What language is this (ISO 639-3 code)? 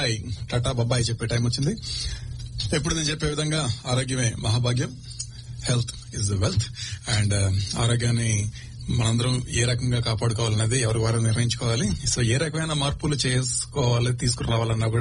tel